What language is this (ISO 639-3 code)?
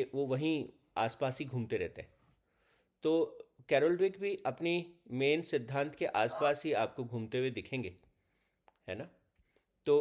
hin